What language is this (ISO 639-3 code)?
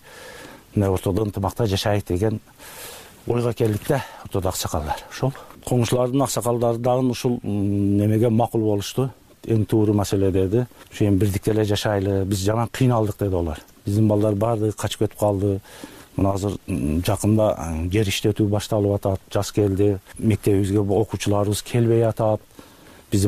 kir